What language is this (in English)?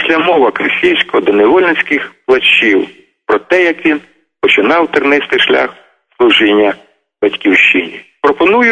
Ukrainian